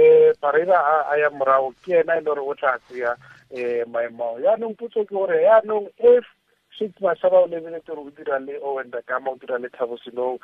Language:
Tswana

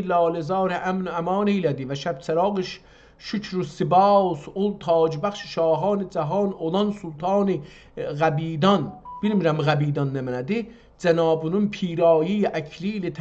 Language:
South Azerbaijani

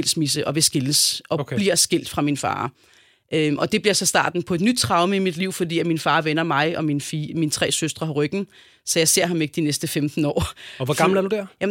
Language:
Danish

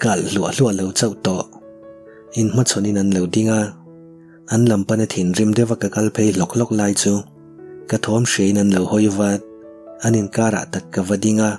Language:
Mizo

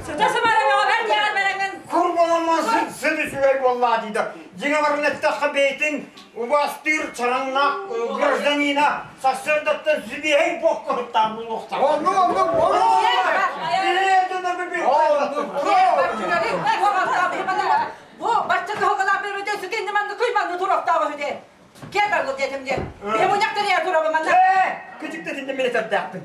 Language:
Yakut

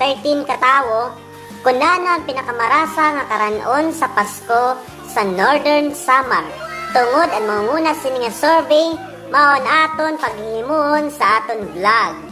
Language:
Waray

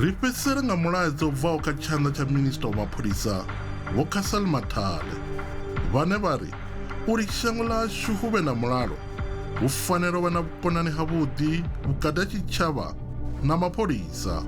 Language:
Venda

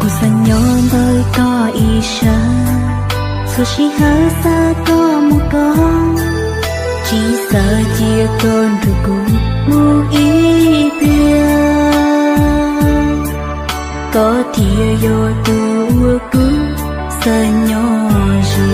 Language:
Hmong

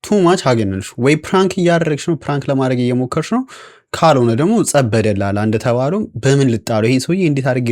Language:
Amharic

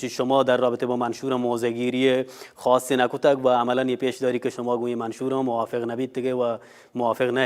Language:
Baluchi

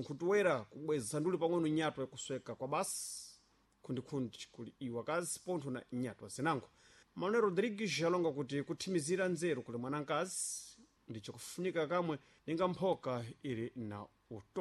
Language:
Sena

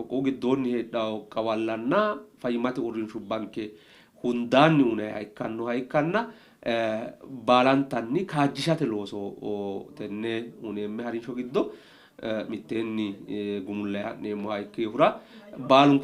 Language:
Sidamo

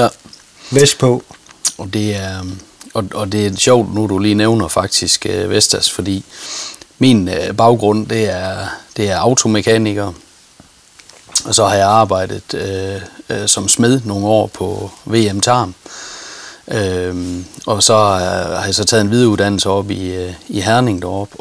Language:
Danish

